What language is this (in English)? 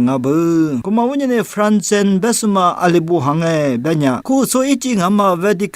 Lisu